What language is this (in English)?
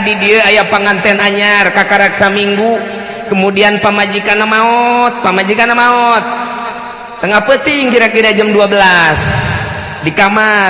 Sundanese